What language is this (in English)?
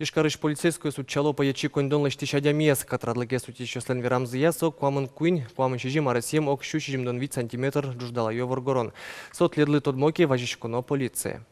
Udmurt